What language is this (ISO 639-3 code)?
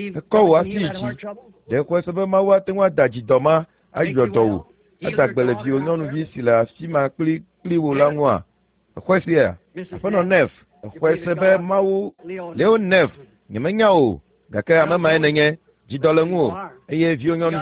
ewe